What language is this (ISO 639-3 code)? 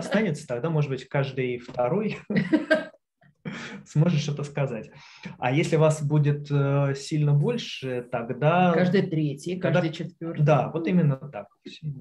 rus